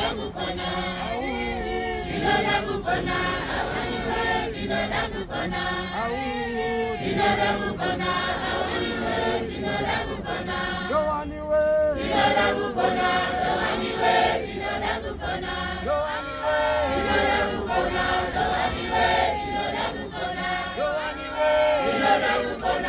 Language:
Shona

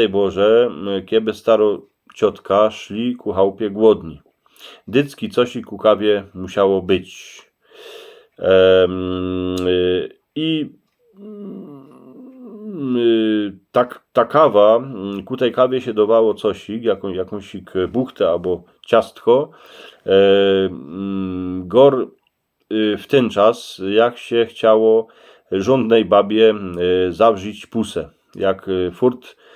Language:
Silesian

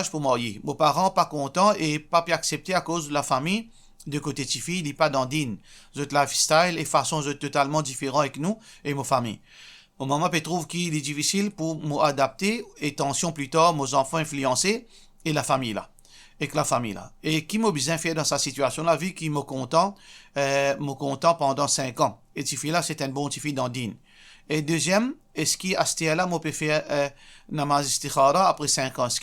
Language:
Morisyen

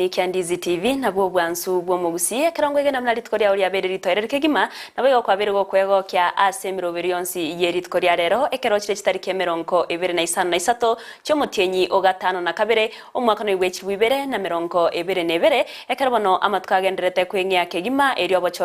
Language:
Gusii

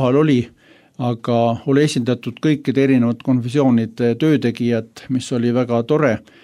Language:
Estonian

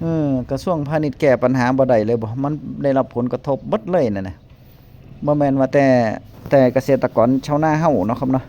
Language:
Northeastern Thai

